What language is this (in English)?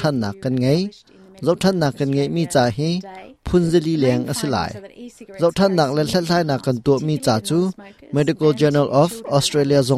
Hakha Chin